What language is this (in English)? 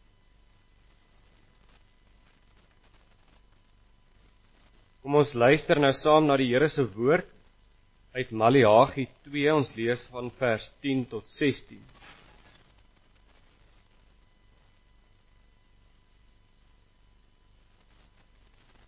Afrikaans